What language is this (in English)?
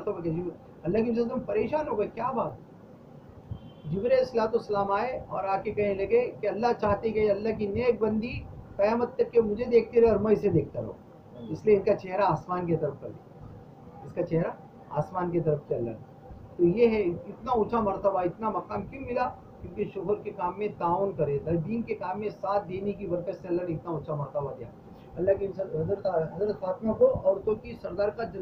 Urdu